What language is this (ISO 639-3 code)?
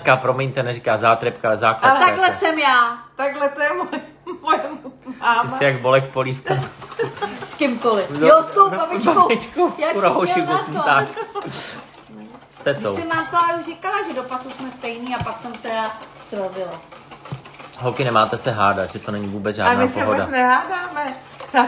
ces